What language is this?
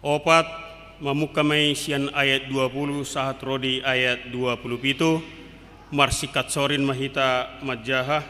Batak Toba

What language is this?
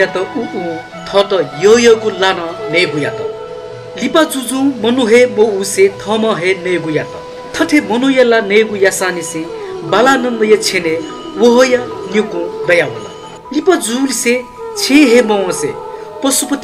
Newari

